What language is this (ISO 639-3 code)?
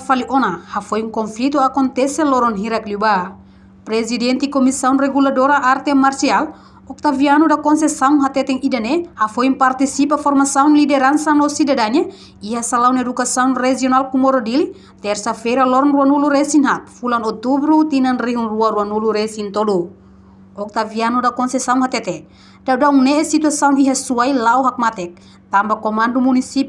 tet